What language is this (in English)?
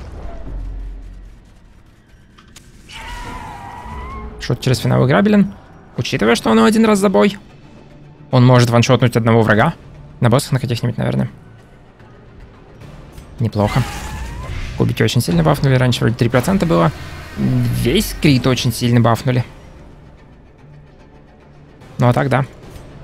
Russian